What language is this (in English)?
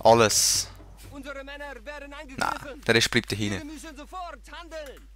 Swiss German